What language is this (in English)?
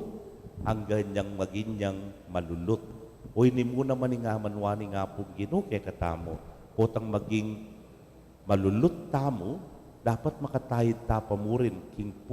Pampanga